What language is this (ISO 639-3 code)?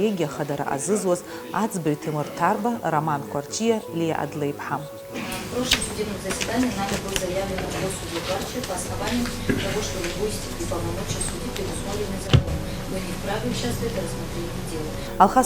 abk